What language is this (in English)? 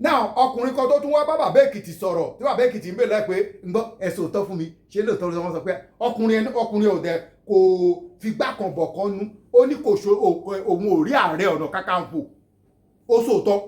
Yoruba